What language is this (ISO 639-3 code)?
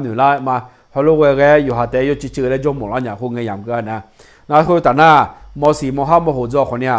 ahk